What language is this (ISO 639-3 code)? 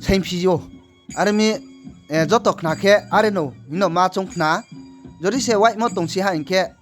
ria